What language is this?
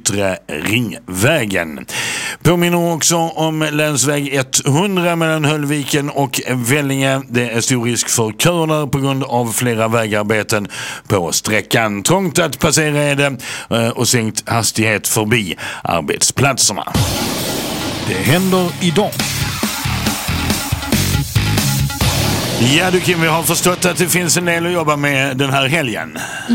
Swedish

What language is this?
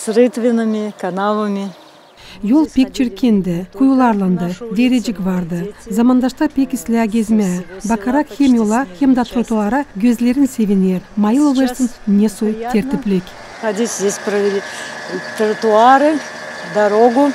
Gagauz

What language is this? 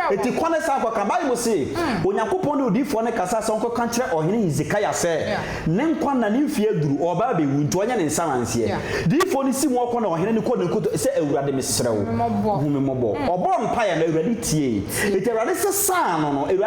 Akan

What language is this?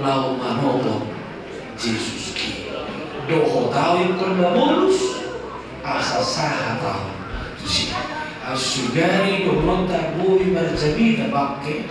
Batak Toba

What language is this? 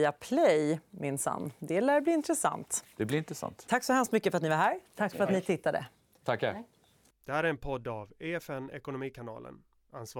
Swedish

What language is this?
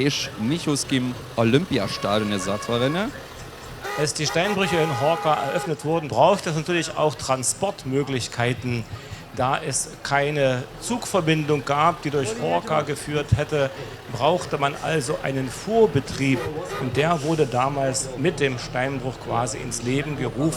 Upper Sorbian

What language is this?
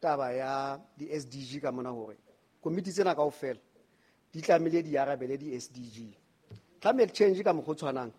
Southern Sotho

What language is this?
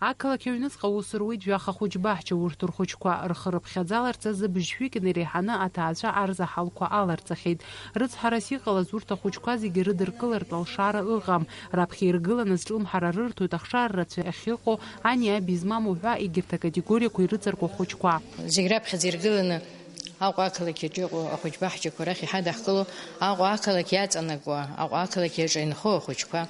Abkhazian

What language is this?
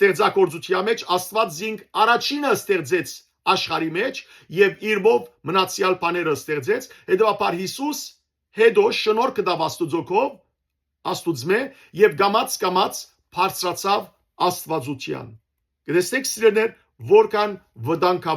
Western Armenian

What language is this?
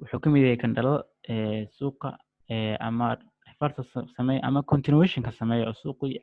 Somali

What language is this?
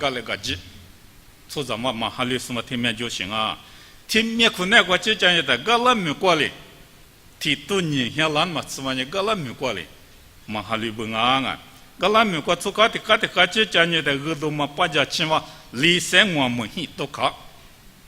Lisu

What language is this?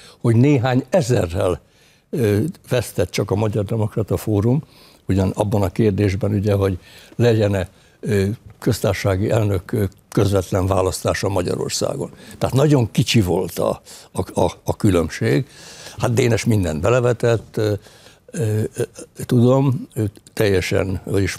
Hungarian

